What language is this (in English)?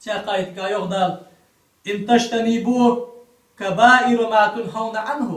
Ingush